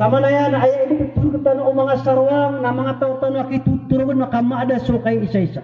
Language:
Maranao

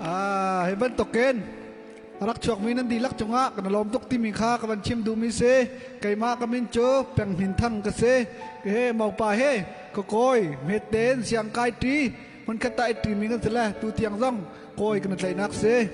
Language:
Hakha Chin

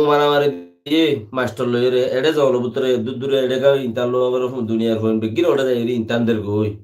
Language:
Rohingya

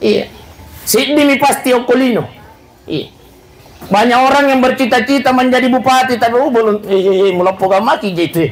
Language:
Buginese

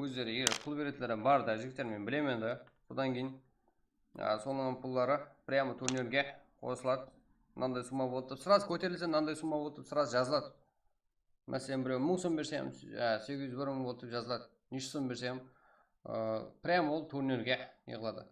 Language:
Kara-Kalpak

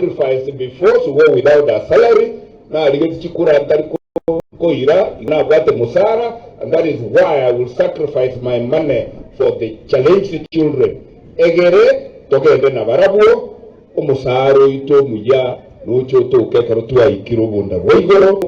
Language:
Gusii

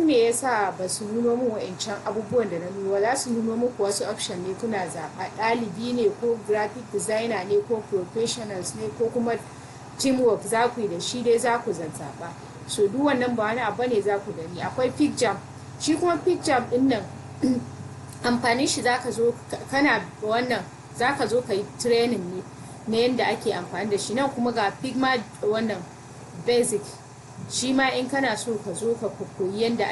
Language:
Hausa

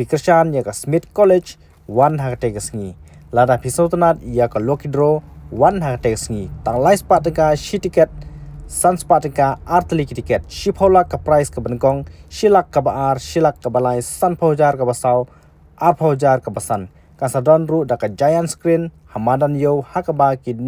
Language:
Khasi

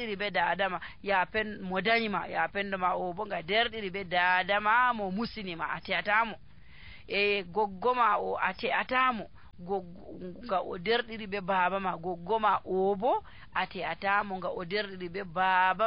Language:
Nigerian Fulfulde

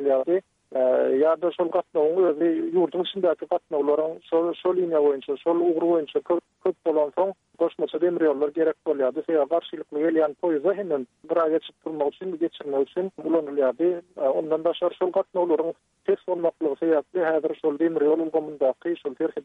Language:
Turkmen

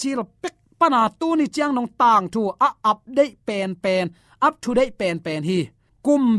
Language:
Tedim Chin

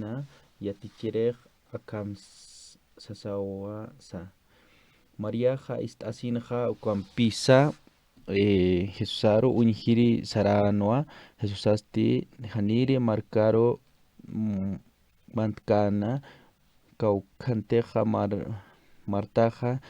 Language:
Aymara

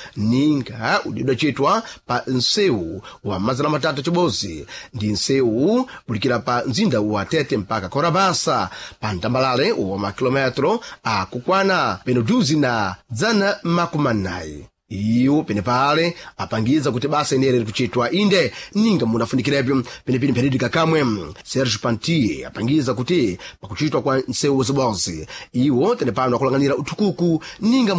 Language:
Sena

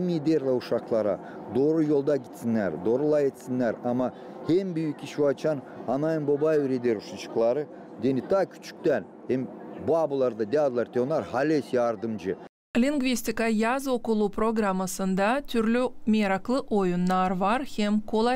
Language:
Gagauz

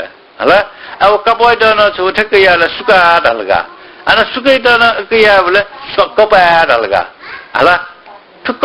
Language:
Newari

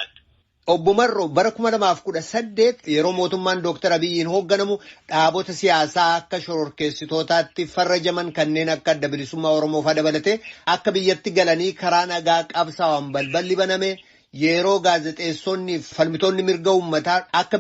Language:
Oromo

